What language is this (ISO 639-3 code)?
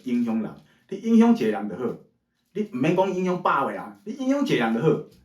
nan